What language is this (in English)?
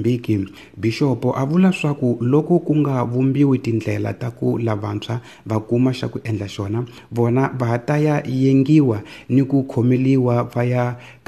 Tsonga